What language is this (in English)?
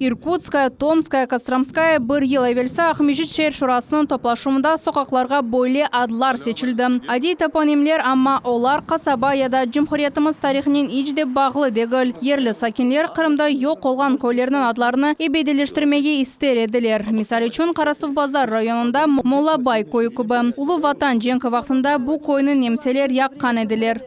Crimean Tatar